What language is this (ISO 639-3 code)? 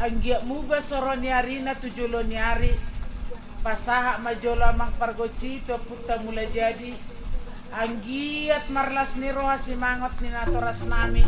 bbc